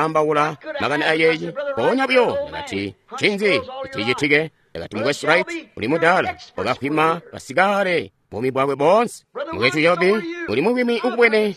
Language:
Tonga (Zambia)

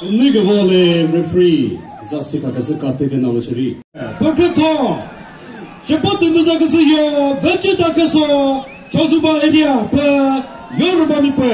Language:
Chokri Naga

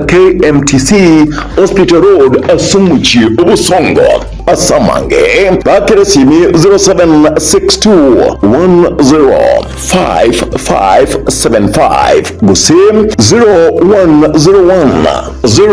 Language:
Gusii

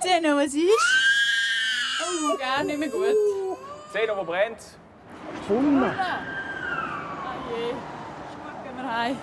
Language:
Swiss German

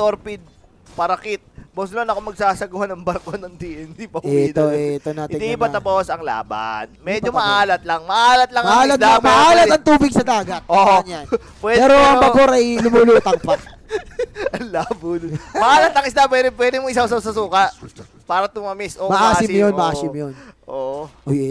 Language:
Filipino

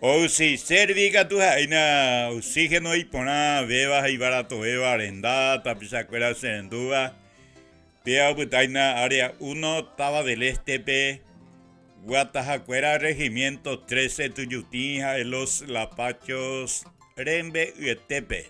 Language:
Guarani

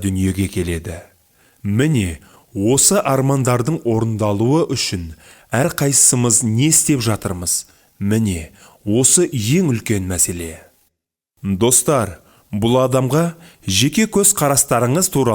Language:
Kazakh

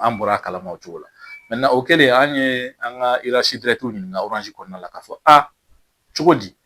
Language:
Bambara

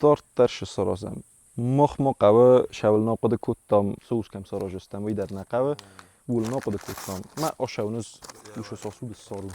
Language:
Ossetic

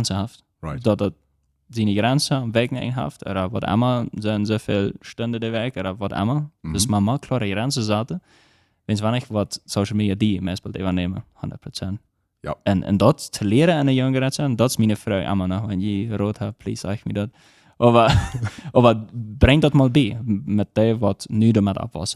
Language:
Plautdietsch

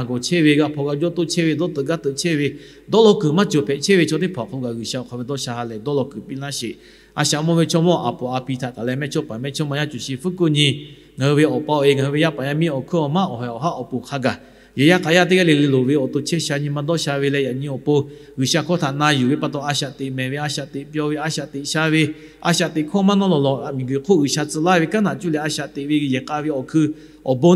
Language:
Lahu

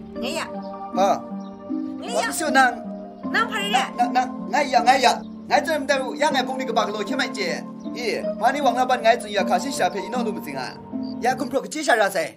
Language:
Kachin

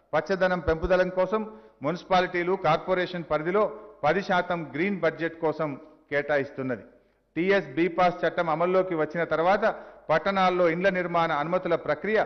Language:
Telugu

